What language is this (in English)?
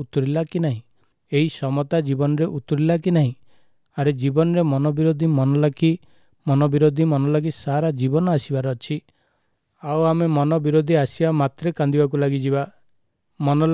Odia